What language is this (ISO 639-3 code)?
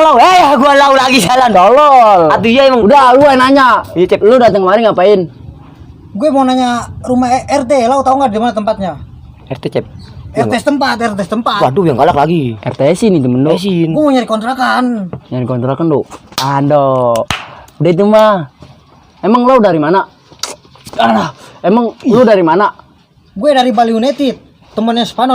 bew